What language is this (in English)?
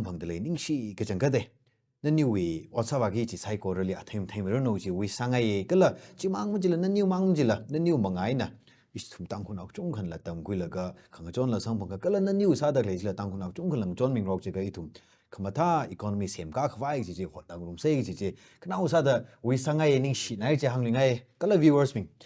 Tangkhul Naga (India)